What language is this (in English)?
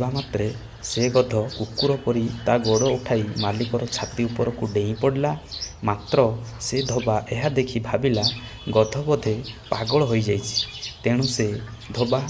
Odia